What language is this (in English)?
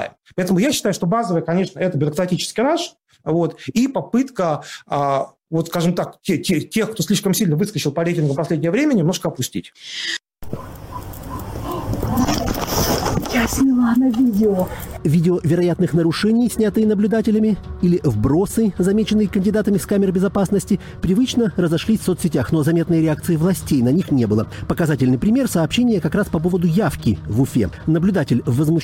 Russian